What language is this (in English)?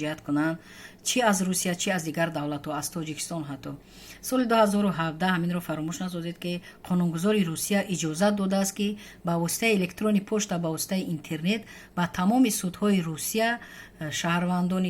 Tajik